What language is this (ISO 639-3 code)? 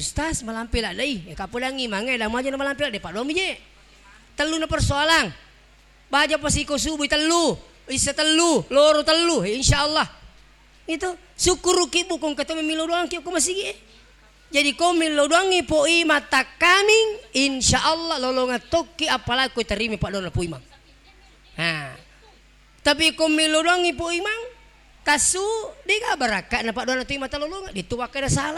bug